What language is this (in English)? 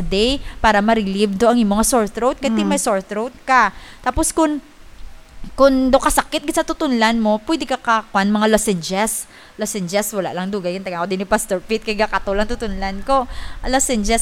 Hiligaynon